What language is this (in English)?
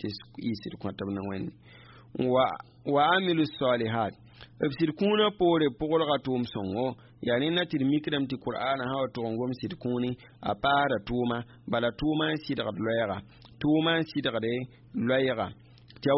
Mossi